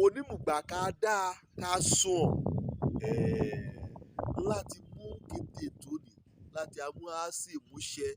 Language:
Yoruba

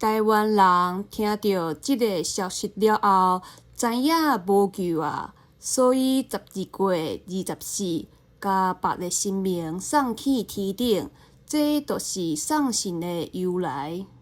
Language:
Min Nan Chinese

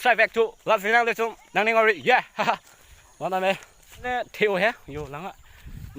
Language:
Karbi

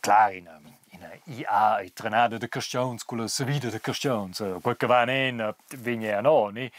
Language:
Romansh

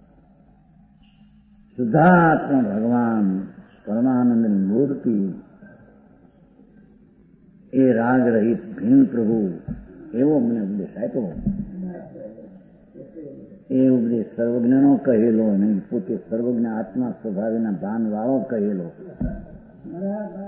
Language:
Gujarati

